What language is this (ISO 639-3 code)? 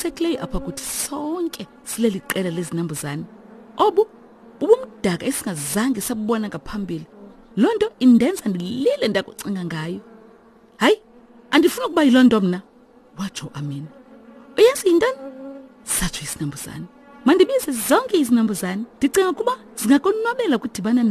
xho